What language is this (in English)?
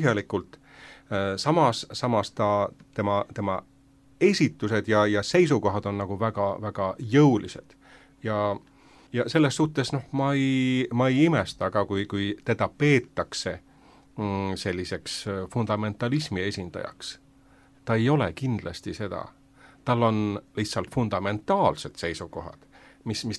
Estonian